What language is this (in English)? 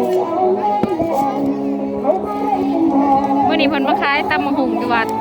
Lao